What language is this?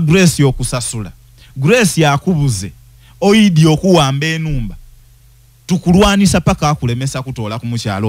Ganda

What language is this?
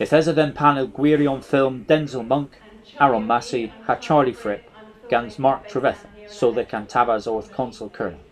Cornish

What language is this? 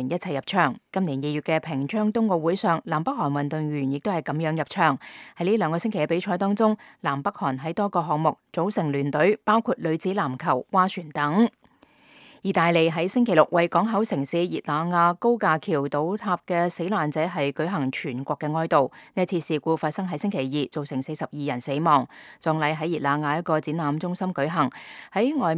Cantonese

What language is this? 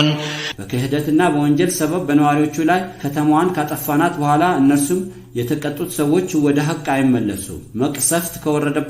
Amharic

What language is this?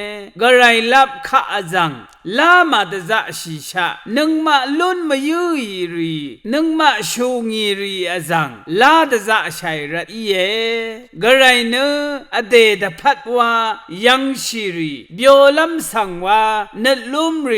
Rawang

